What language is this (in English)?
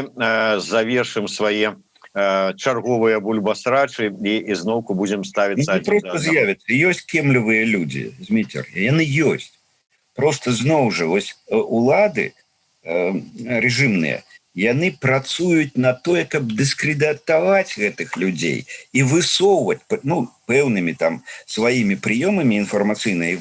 Belarusian